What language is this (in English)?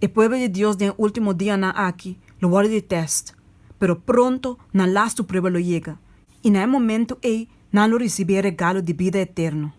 Papiamento